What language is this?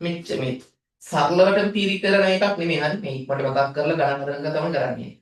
Sinhala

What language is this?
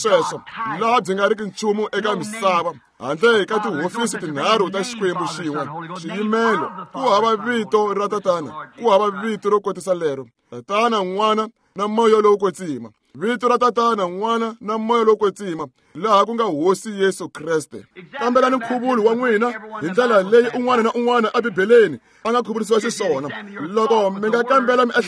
Tsonga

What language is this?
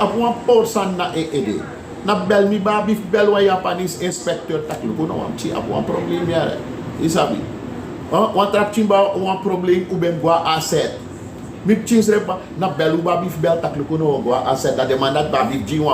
Sranan Tongo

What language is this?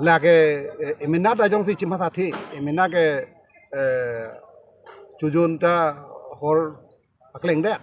Karbi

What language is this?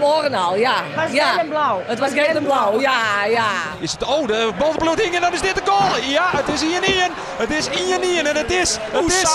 Western Frisian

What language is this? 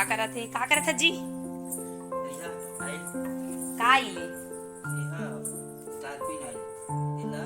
Chhattisgarhi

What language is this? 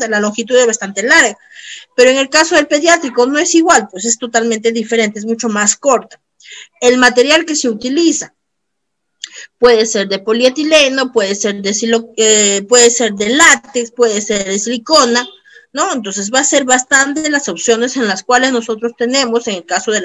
Spanish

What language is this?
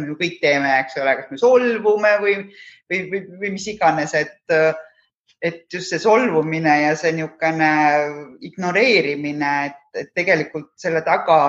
Estonian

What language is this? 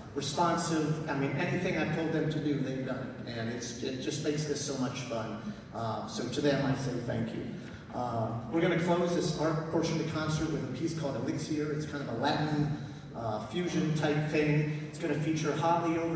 English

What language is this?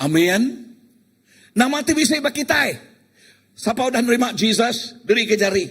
Iban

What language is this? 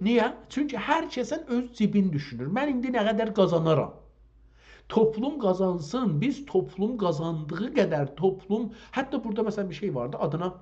South Azerbaijani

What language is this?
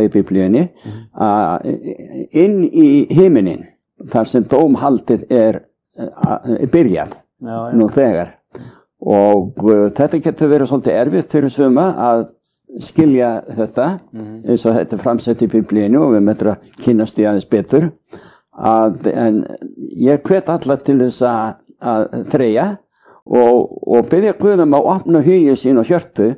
Icelandic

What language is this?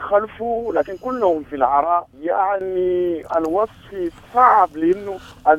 Sudanese Arabic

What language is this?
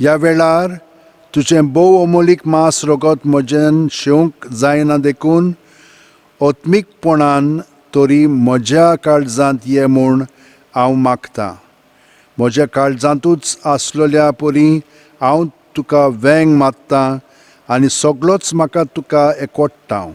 Konkani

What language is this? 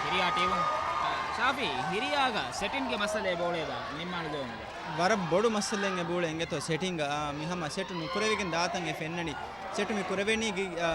Divehi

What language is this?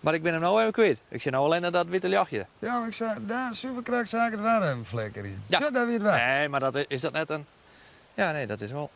Western Frisian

